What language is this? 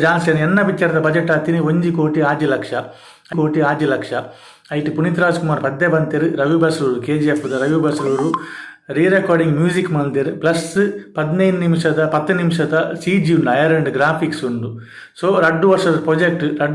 Tulu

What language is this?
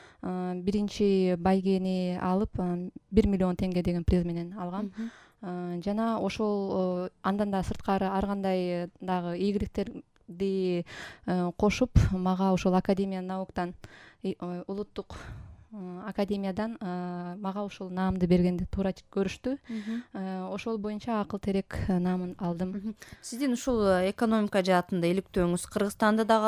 Kyrgyz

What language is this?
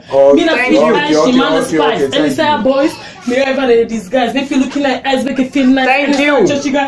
Krio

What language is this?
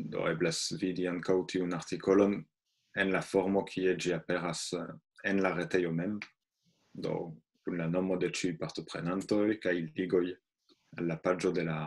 Esperanto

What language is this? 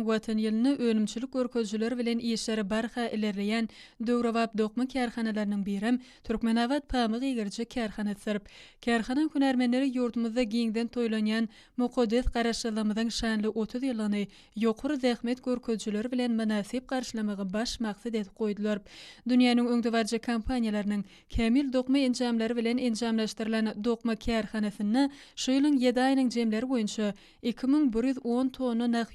Turkmen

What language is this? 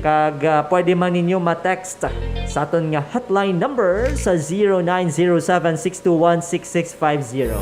Hiligaynon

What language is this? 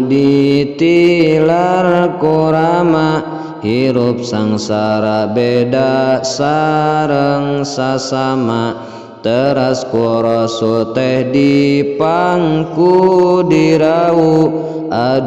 Sundanese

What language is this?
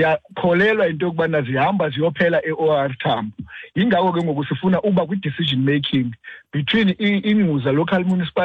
Xhosa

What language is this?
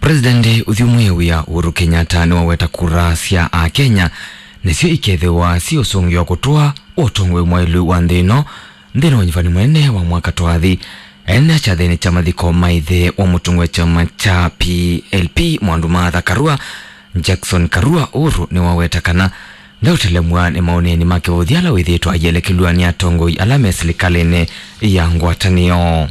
Kamba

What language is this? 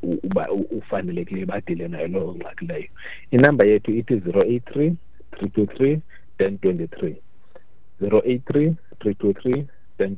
Xhosa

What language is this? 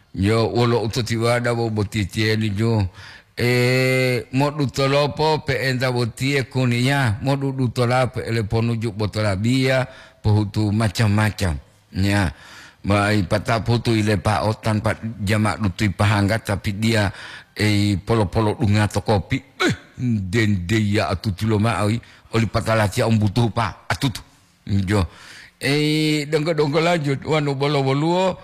Gorontalo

